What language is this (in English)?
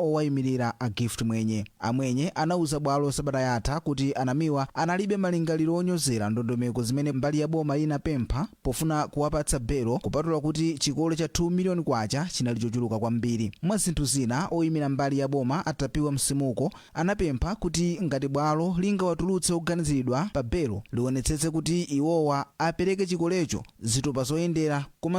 Nyanja